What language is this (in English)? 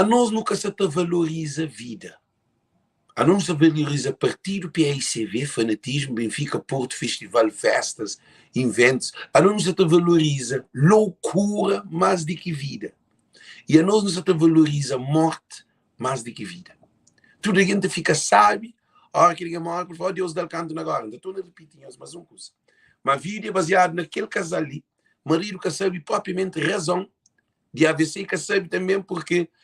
Kabuverdianu